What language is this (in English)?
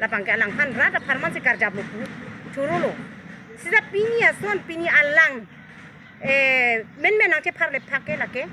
Karbi